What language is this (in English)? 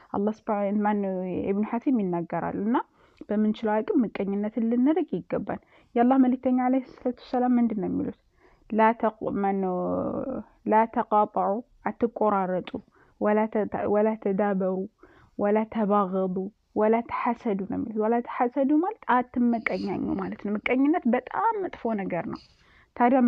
Amharic